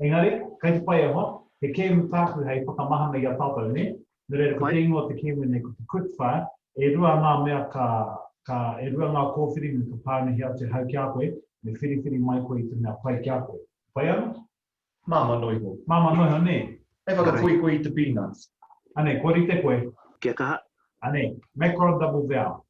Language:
Māori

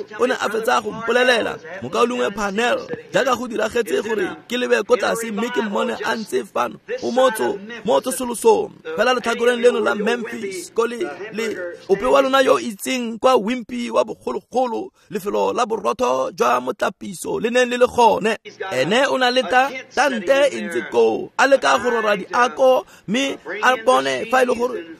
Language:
Tswana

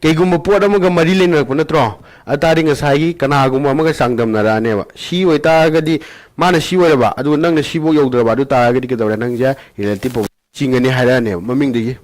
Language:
Manipuri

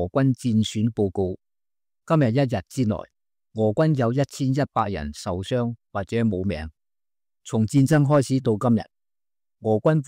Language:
Cantonese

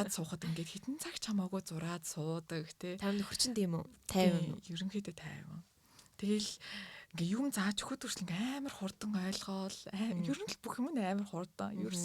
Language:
Mongolian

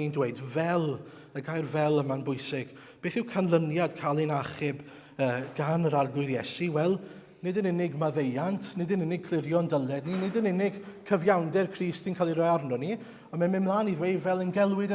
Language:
Welsh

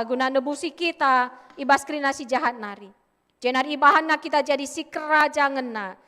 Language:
Batak Karo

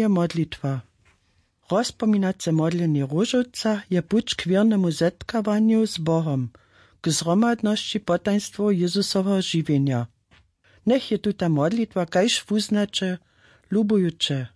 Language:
Upper Sorbian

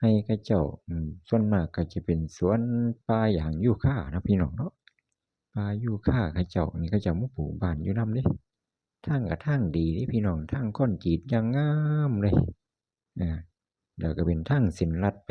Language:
Northeastern Thai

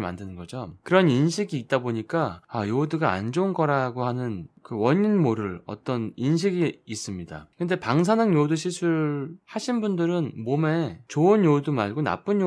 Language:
Korean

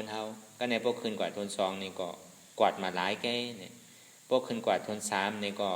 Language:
Shan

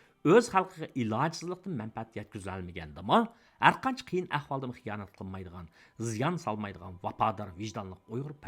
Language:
Uyghur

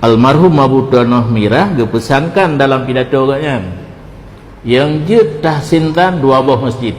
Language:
Achinese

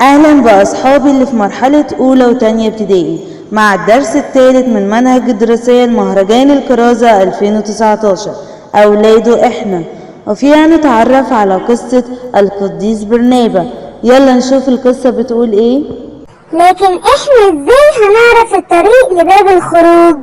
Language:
Egyptian Arabic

